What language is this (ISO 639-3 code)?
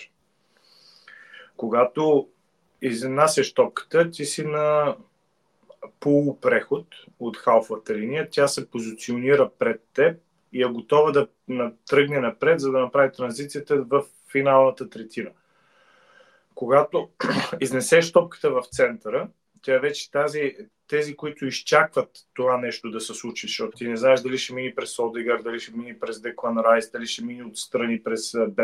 bul